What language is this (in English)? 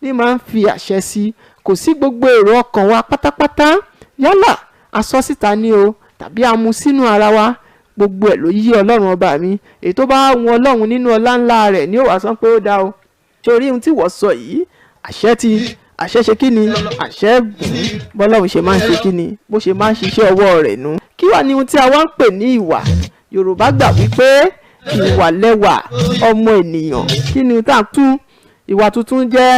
Yoruba